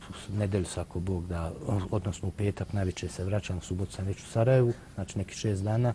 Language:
Bosnian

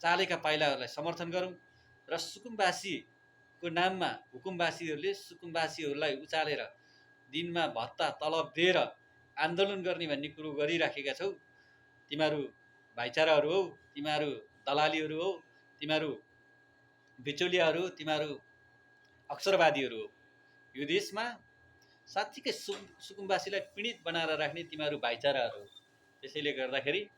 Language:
Nepali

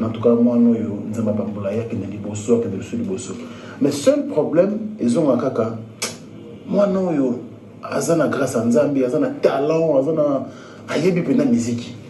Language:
Lingala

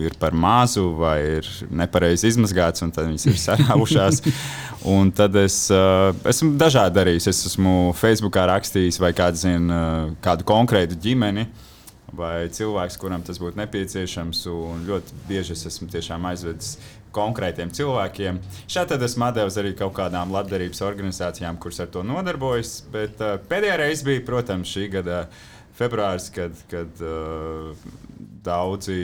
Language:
Latvian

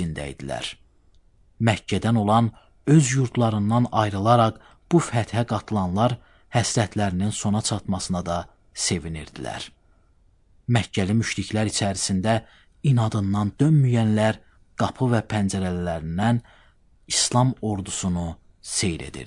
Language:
Azerbaijani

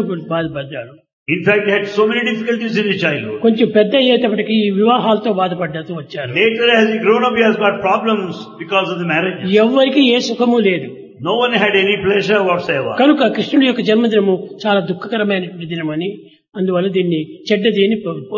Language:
Telugu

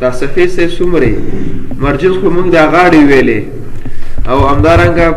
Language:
Pashto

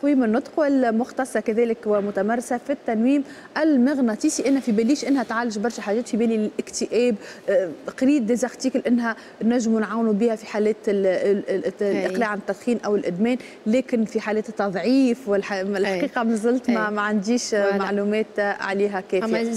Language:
Tunisian Arabic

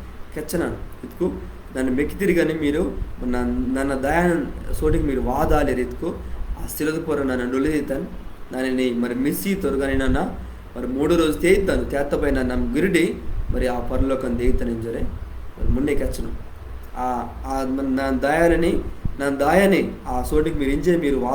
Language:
Koya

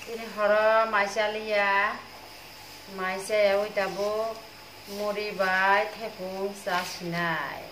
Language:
Kok Borok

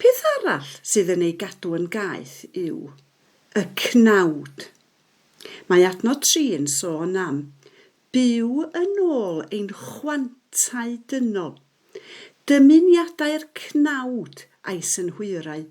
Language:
Welsh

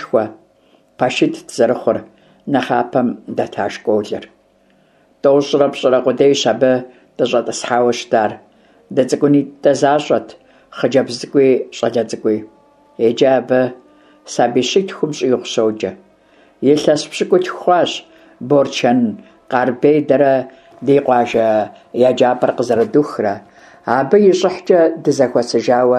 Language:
Kabardian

